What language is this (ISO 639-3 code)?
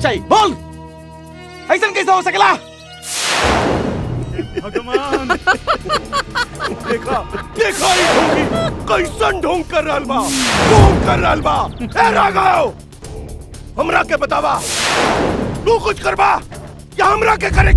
bho